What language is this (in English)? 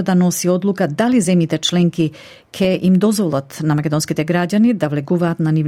Macedonian